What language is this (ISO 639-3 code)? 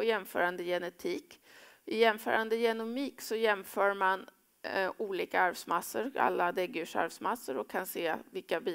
swe